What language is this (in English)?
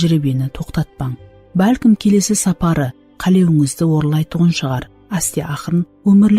Kara-Kalpak